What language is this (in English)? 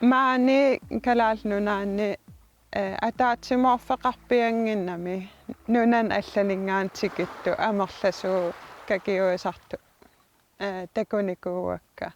Kalaallisut